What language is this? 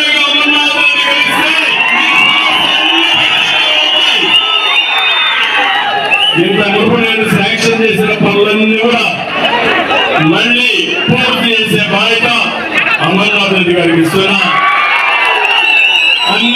Telugu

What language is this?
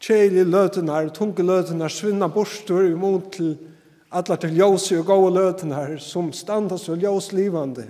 Faroese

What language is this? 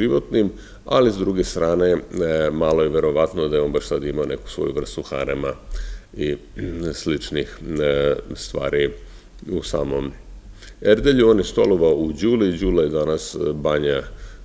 Serbian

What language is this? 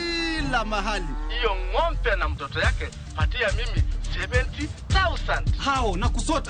Luo (Kenya and Tanzania)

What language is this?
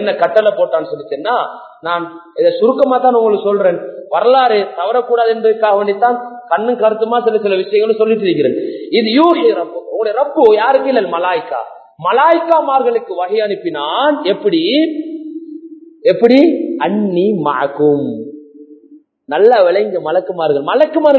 Tamil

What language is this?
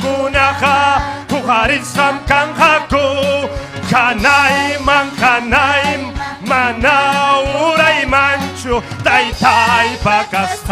Ayacucho Quechua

